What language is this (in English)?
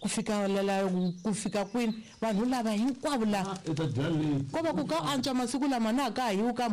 Tsonga